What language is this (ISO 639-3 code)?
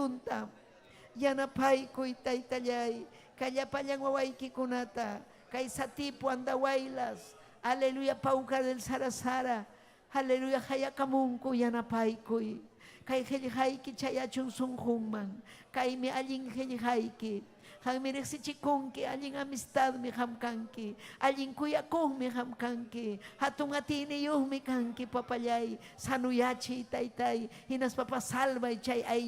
quy